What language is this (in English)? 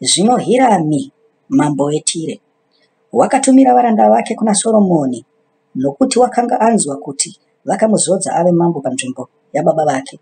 Shona